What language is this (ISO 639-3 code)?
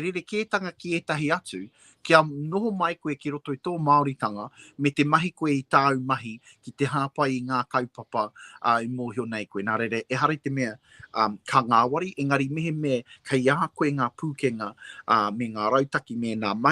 mri